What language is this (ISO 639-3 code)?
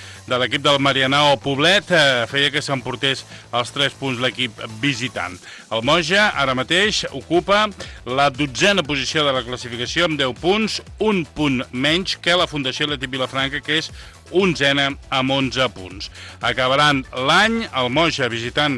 cat